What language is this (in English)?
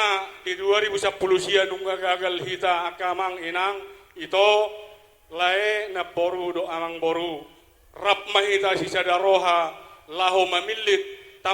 Batak Toba